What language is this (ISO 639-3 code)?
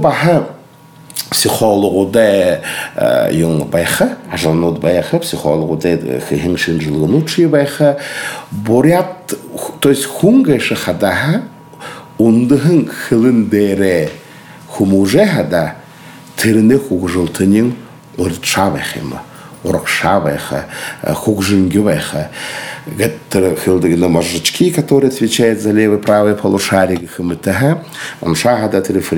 bua